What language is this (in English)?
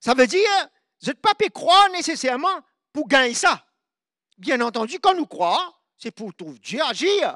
Morisyen